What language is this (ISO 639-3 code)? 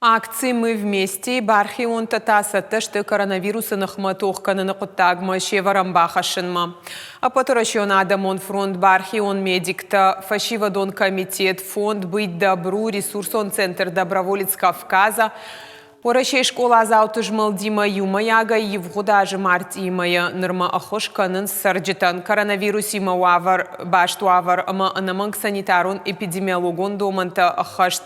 oss